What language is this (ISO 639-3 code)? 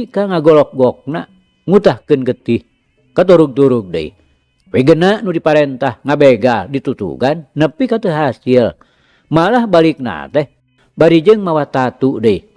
sun